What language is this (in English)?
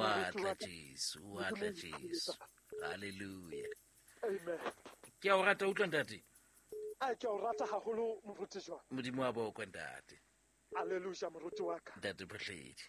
Southern Sotho